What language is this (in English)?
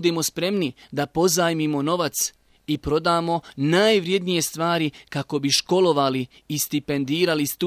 Bosnian